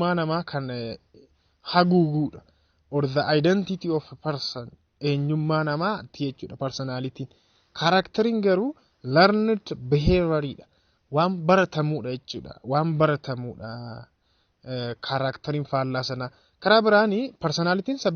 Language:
Oromo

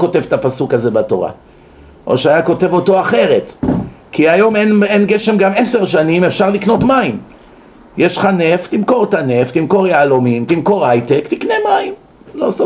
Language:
Hebrew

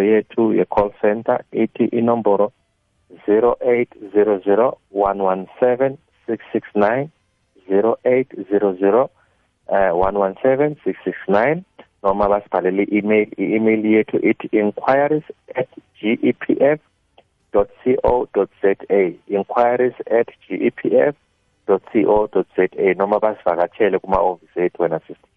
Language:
South Ndebele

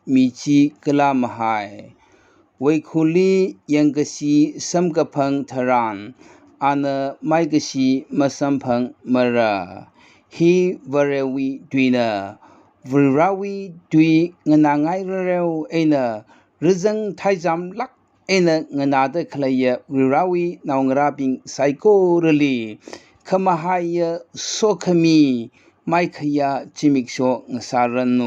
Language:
Tangkhul Naga (India)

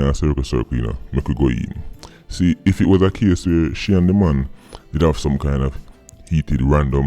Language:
Jamaican Creole English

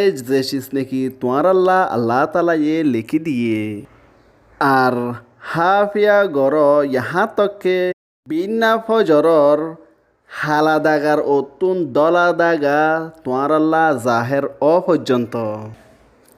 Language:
Rohingya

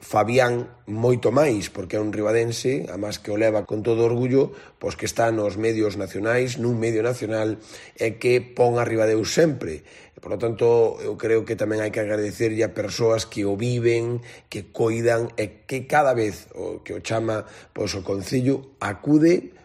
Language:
Galician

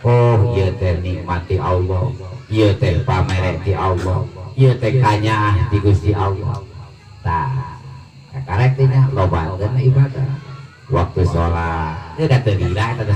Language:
Sundanese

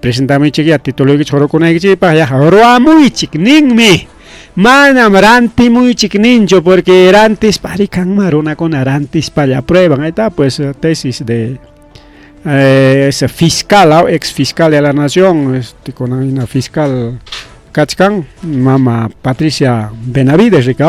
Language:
Ayacucho Quechua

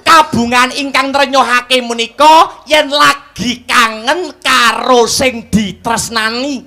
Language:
Javanese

